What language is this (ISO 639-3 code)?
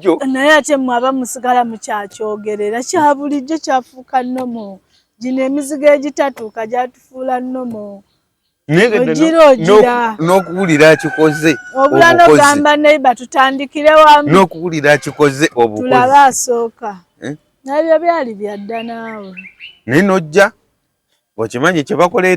lug